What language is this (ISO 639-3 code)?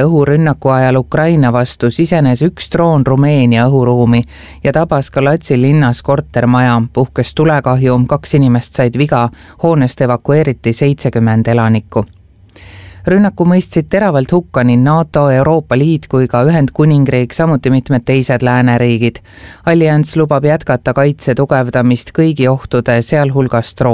est